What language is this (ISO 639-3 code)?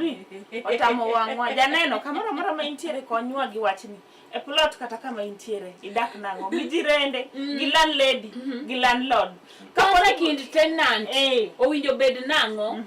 luo